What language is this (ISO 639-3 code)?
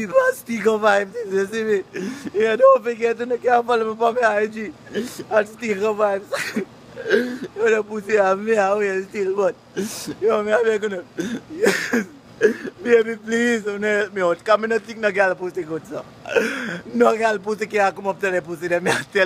jam